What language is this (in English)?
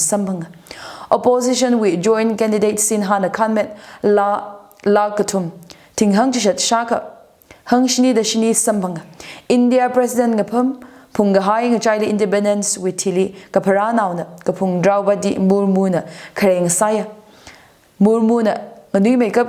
Tangkhul Naga (India)